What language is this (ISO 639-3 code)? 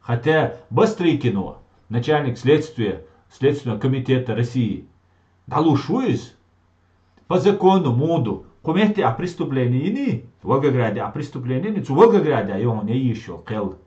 che